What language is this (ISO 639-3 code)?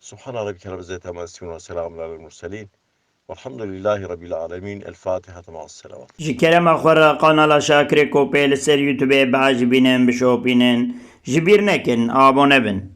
kur